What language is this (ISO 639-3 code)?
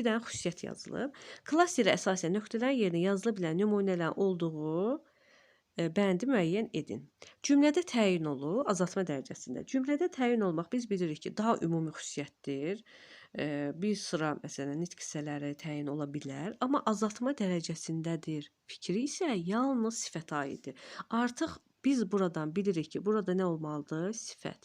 aze